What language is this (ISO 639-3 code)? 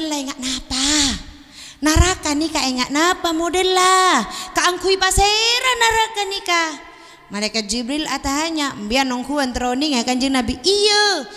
mad